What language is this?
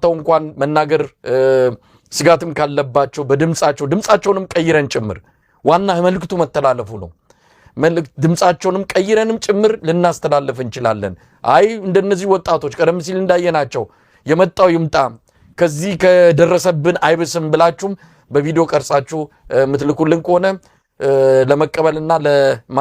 Amharic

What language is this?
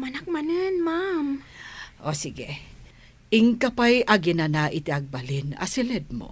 Iloko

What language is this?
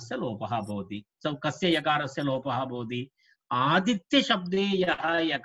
Sanskrit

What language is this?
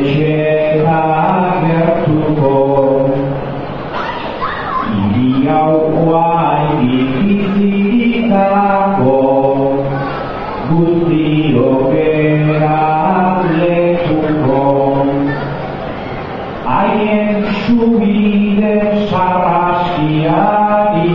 Basque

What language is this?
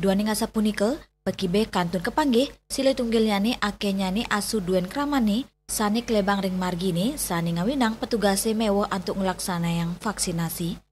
Balinese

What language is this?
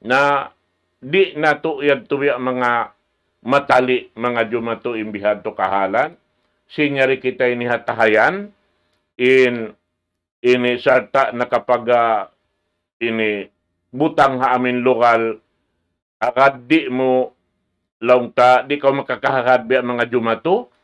Tausug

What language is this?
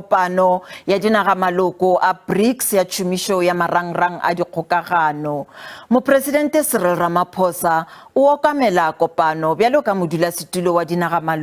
Northern Sotho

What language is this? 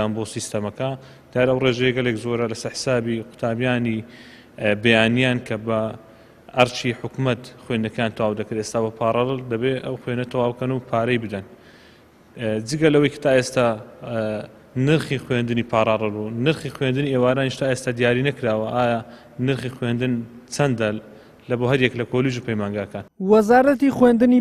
Central Kurdish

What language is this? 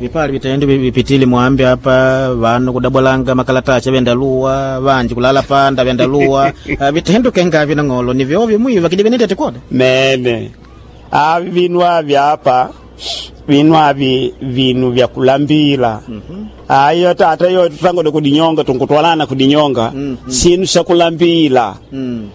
Makonde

